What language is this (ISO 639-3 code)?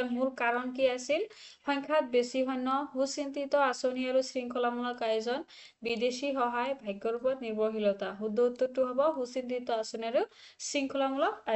asm